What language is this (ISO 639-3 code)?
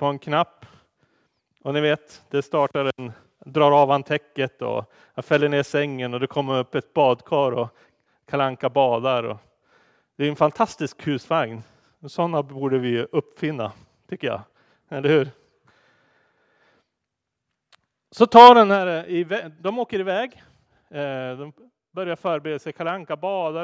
swe